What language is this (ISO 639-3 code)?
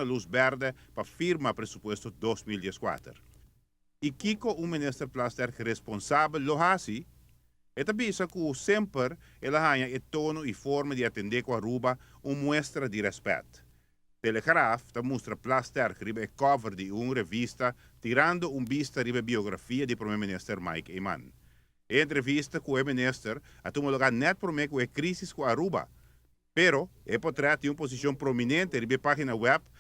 pap